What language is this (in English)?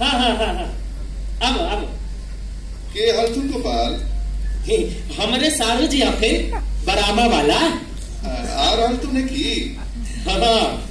Magahi